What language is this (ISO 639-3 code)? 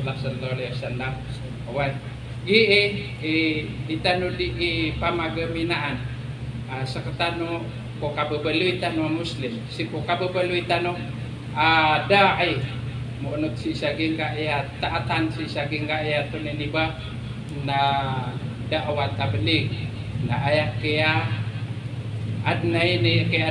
mrw